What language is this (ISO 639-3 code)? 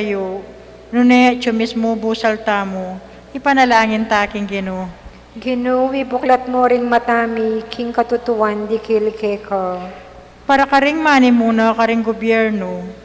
pam